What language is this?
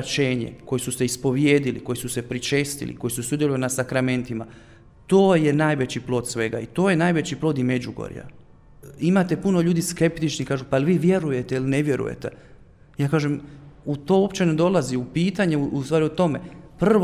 Croatian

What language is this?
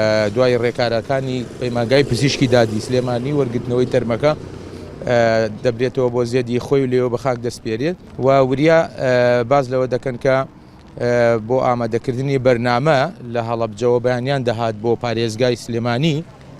Central Kurdish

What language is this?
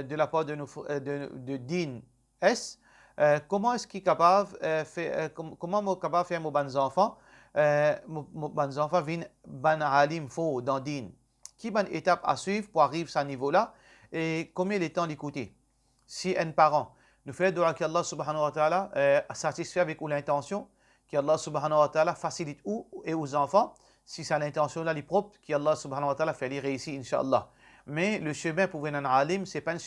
Morisyen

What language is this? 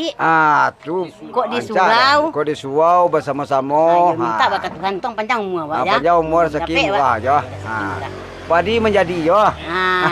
Minangkabau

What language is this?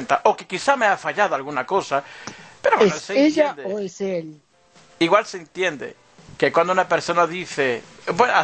Spanish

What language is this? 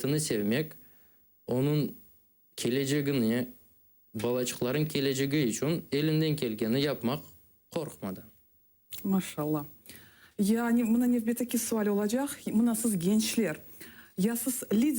Crimean Tatar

